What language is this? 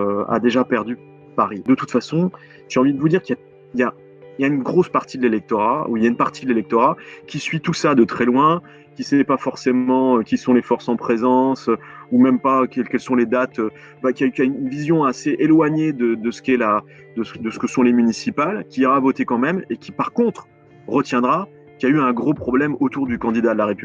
French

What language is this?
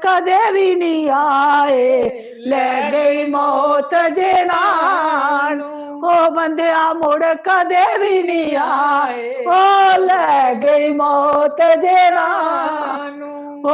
Dogri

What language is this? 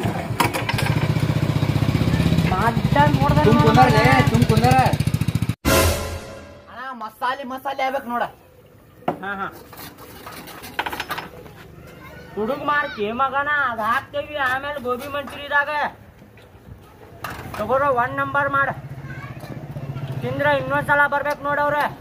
Kannada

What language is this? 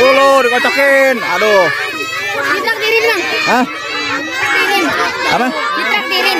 Betawi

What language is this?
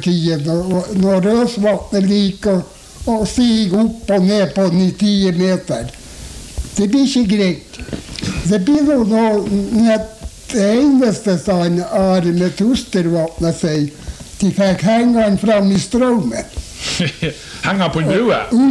Norwegian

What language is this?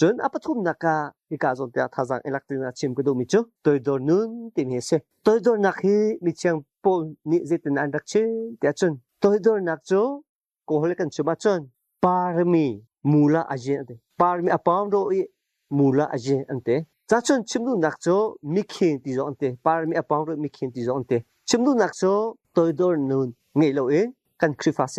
Hakha Chin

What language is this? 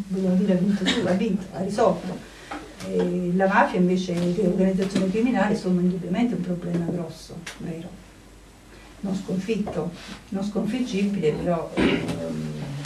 Italian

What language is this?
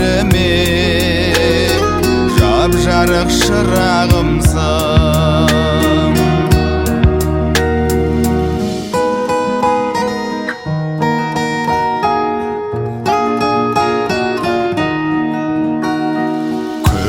Kazakh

